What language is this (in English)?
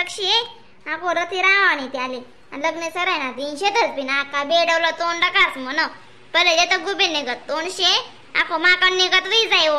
Khandesi